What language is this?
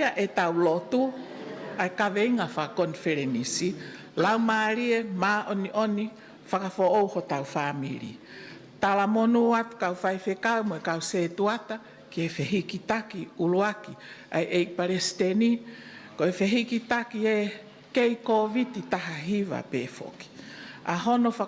Tongan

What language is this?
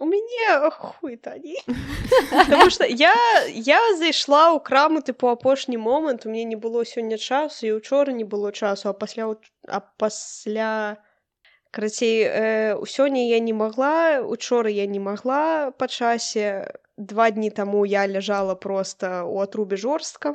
Belarusian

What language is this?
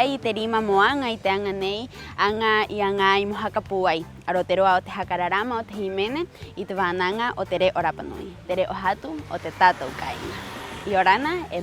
Rapanui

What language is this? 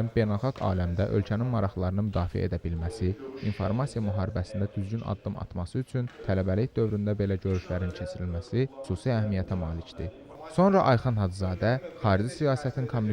Azerbaijani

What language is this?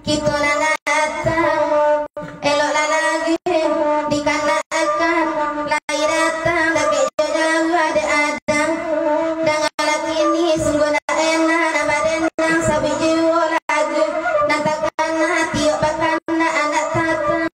Minangkabau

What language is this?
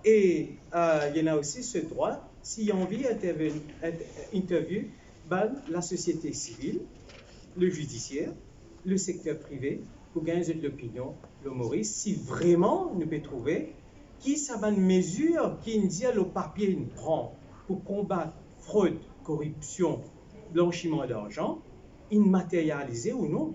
Morisyen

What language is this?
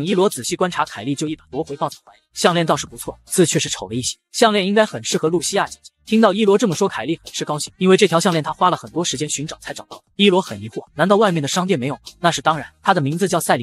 Chinese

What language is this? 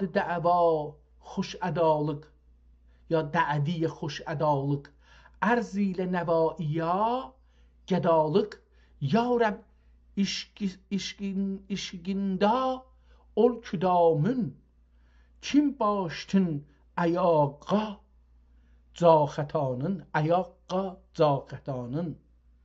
South Azerbaijani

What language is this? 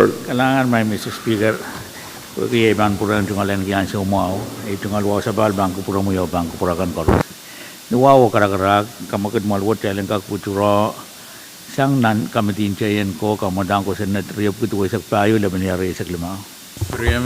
Pohnpeian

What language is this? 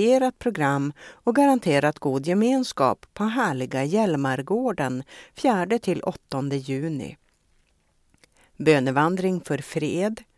Swedish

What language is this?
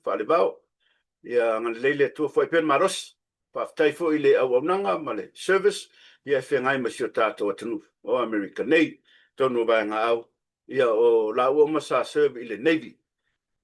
Samoan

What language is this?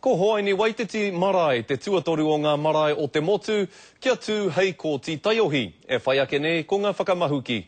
Māori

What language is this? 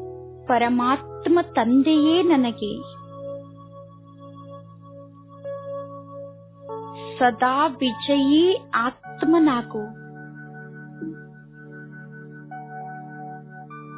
Kannada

